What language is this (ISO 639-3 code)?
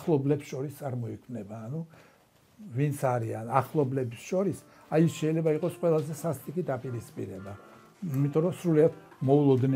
kat